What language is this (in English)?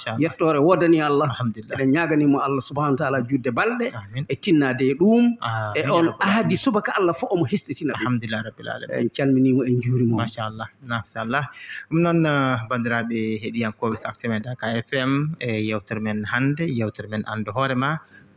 Fula